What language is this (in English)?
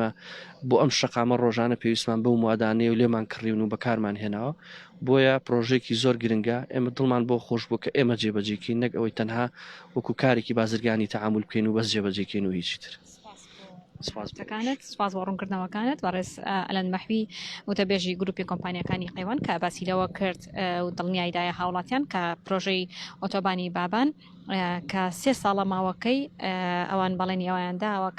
Central Kurdish